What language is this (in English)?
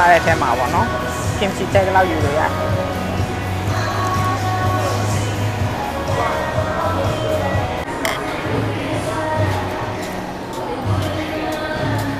Burmese